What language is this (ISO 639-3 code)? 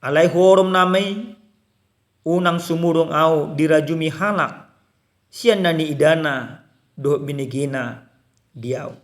bbc